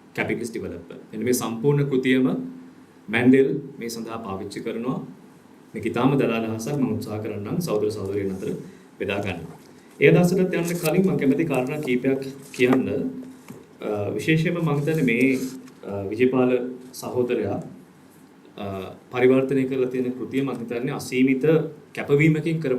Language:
Sinhala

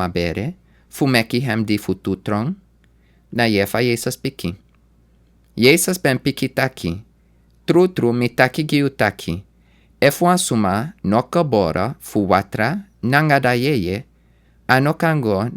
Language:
Sranan Tongo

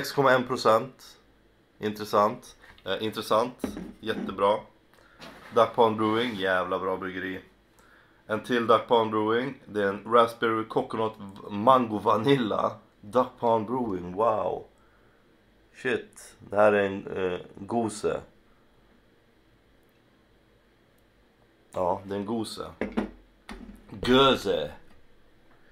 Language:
Swedish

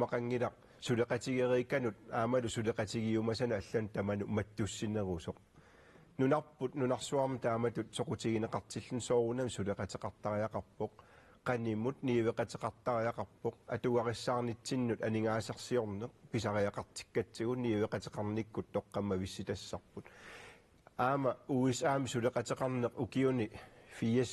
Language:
Kalaallisut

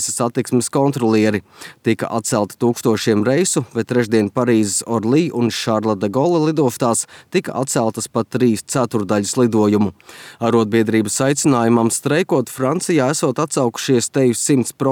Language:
Latvian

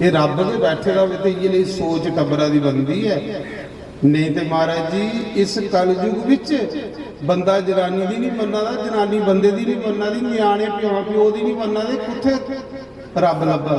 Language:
Dogri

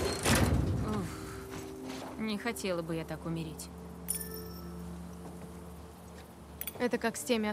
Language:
Russian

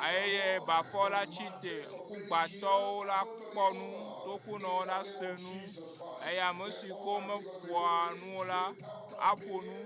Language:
Ewe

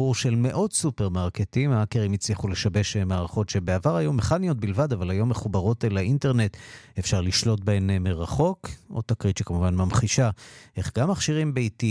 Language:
Hebrew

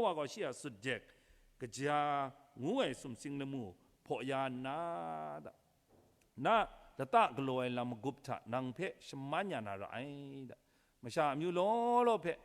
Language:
Kachin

